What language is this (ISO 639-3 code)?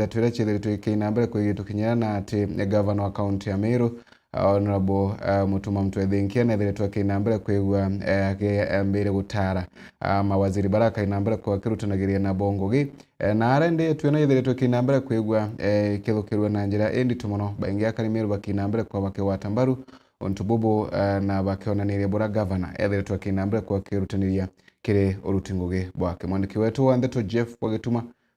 mer